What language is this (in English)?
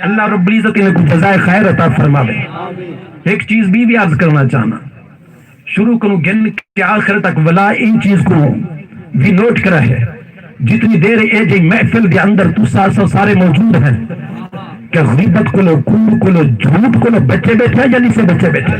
Saraiki